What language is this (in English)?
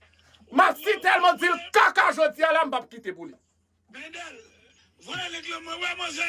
Haitian Creole